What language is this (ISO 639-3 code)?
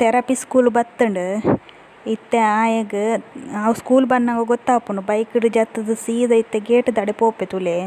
tcy